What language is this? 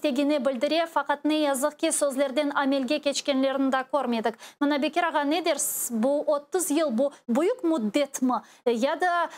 Crimean Tatar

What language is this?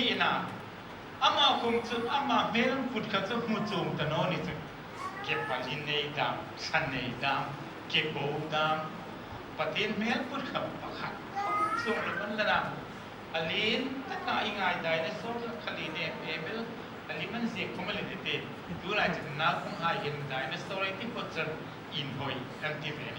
Hmar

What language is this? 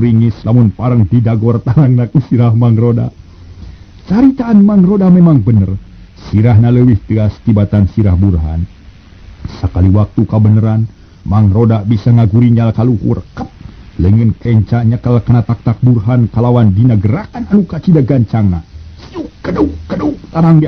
Sundanese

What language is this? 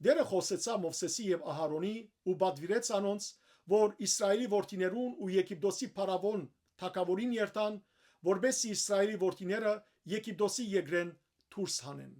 Western Armenian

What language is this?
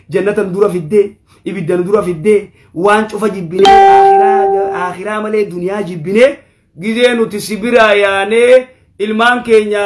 Oromo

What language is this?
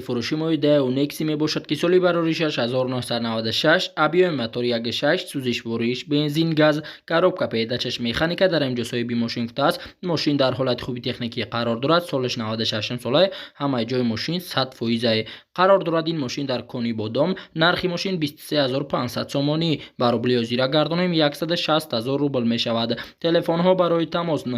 Tajik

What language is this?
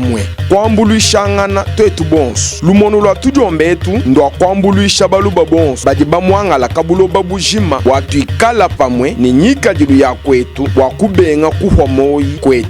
Luba-Lulua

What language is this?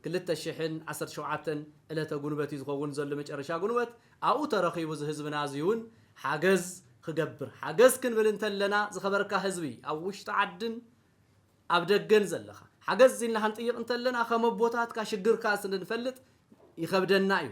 Tigrinya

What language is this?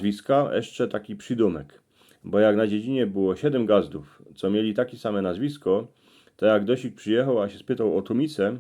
Silesian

